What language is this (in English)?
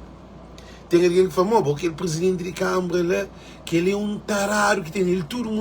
Kabuverdianu